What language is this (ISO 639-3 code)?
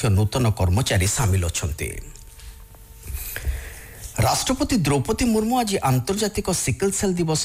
ori